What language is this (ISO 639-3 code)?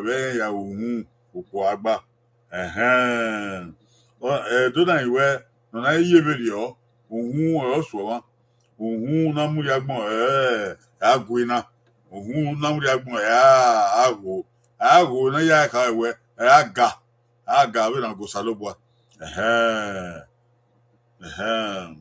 bin